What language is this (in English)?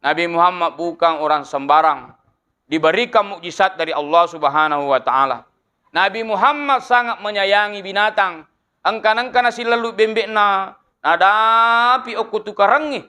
Buginese